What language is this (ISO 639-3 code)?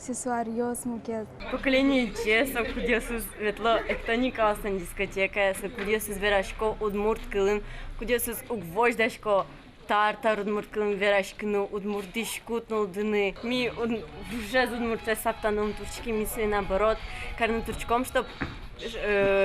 udm